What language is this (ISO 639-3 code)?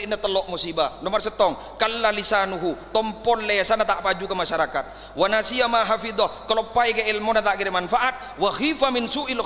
mad